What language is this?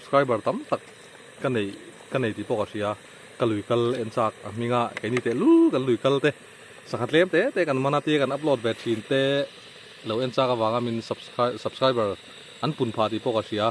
Mizo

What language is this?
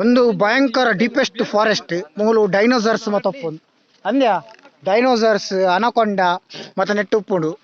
Tulu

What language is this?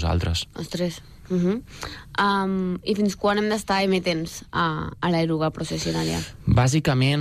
Catalan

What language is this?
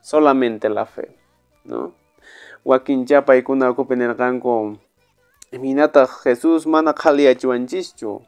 Quechua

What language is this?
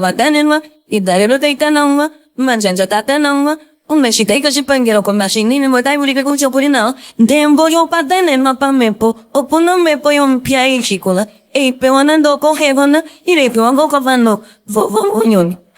Ndonga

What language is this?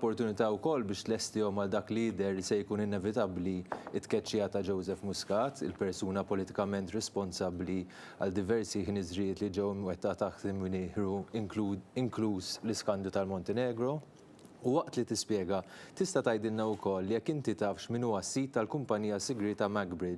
Maltese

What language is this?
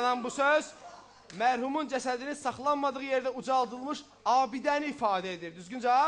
Azerbaijani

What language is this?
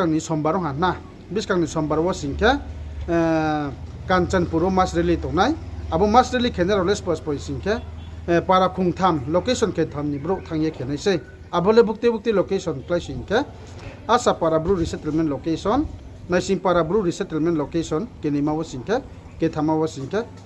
Riang (India)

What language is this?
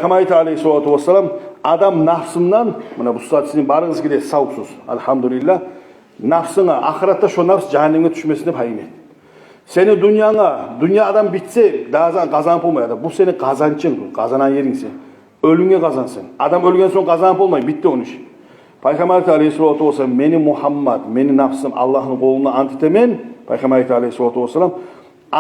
Kumyk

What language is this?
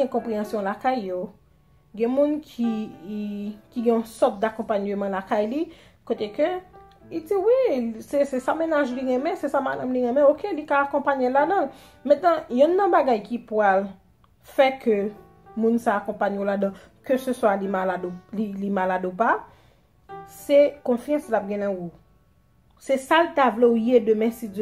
Haitian Creole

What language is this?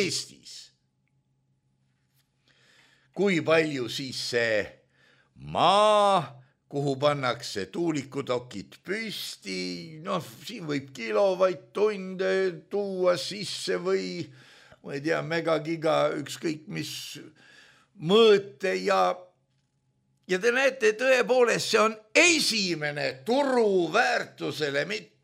Estonian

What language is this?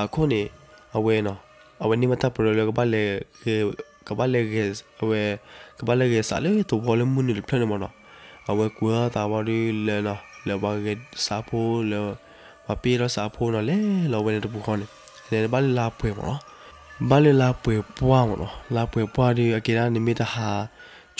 S'gaw Karen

